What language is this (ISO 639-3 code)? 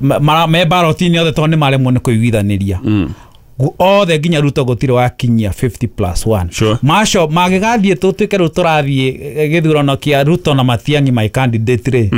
kik